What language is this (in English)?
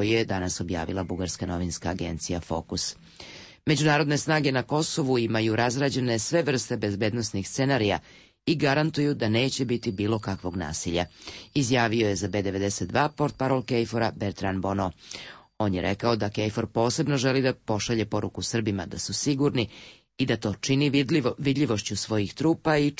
Serbian